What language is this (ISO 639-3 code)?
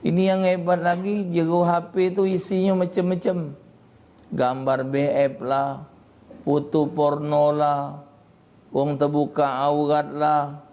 mui